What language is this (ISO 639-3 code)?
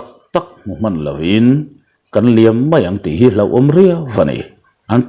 lus